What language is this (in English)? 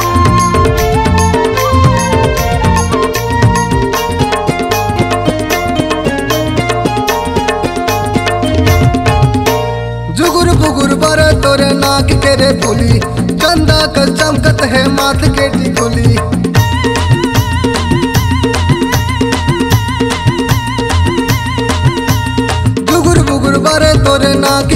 Chhattisgarhi